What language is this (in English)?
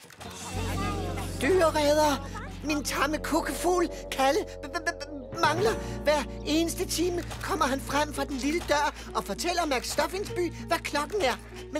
Danish